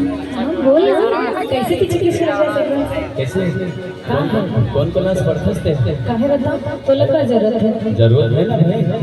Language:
Chhattisgarhi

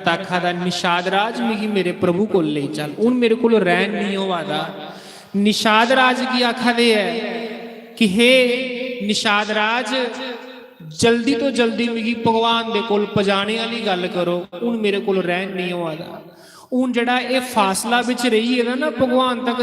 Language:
Dogri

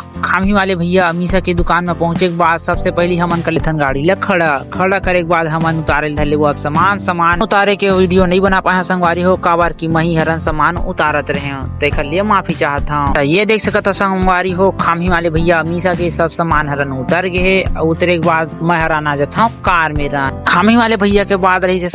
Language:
Chhattisgarhi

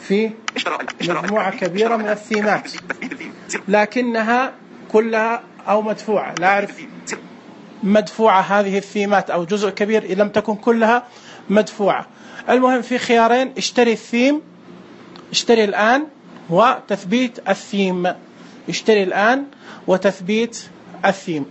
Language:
Najdi Arabic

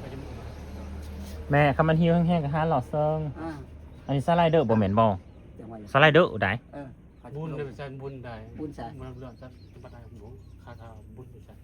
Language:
Northeastern Thai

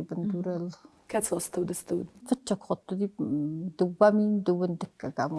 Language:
Ossetic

